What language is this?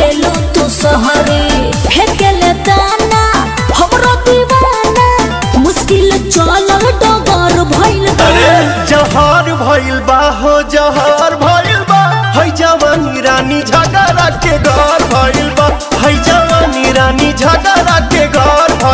Bhojpuri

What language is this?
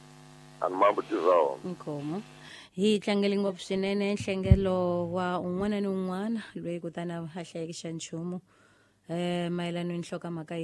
Tsonga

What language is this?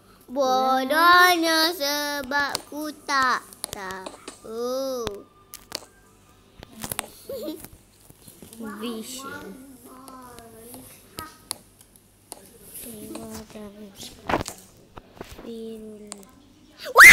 Malay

